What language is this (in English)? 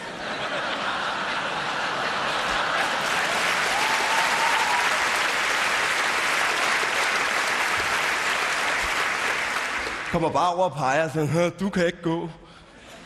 Danish